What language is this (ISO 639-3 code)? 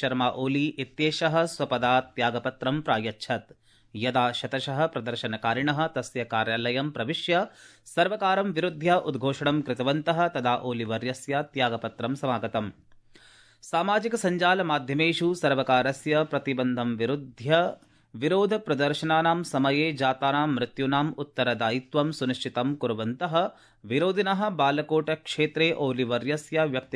san